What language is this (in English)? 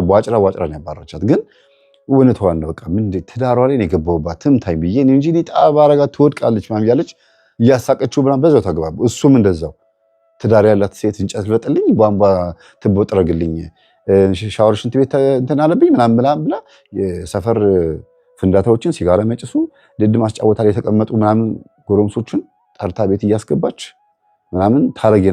Amharic